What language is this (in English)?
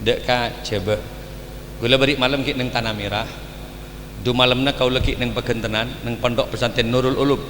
Madurese